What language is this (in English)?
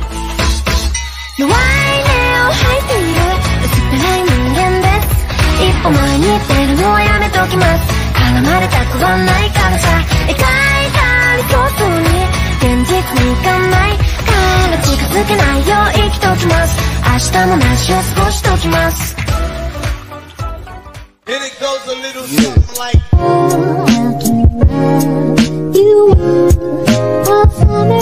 Japanese